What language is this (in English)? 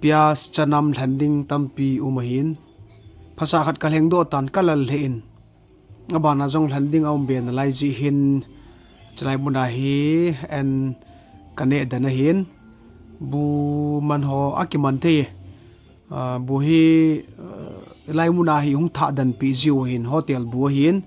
Thado Chin